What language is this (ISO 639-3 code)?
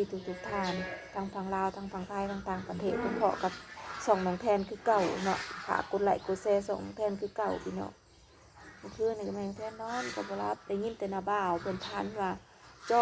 tts